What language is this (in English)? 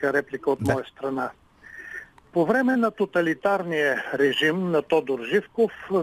Bulgarian